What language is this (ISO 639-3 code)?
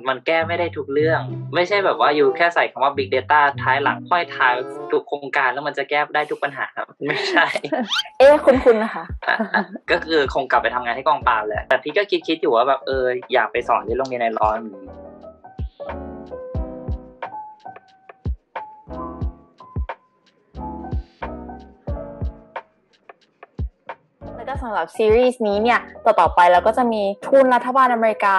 tha